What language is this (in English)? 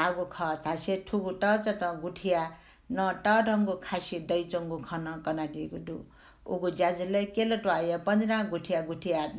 Newari